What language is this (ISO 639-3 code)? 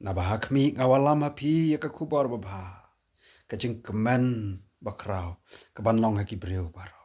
kha